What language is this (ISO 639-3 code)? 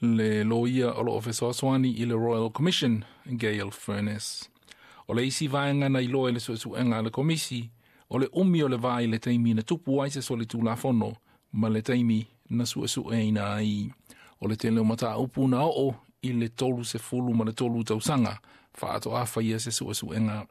smo